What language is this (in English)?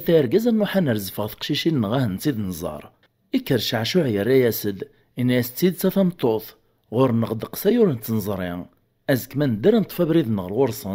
Kabyle